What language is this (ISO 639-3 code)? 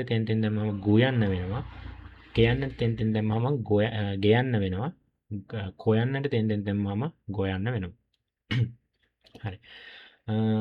sin